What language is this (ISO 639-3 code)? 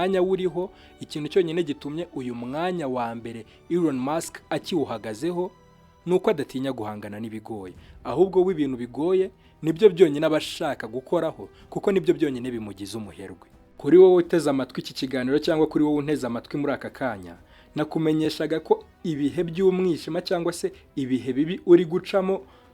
kin